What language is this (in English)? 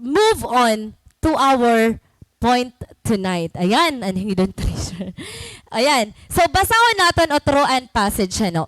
Waray